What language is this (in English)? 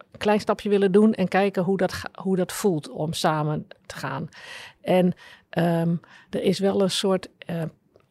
Dutch